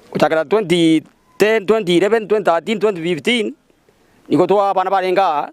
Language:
Gusii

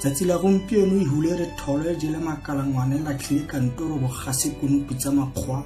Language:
Tswana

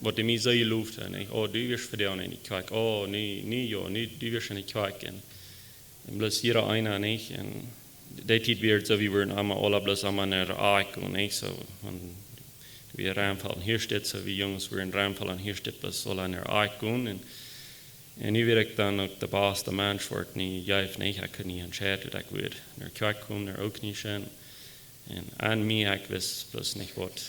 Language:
Plautdietsch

